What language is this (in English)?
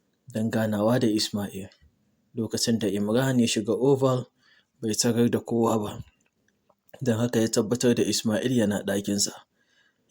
Hausa